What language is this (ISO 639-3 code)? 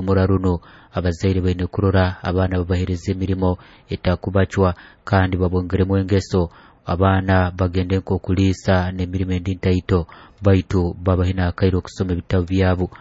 nyo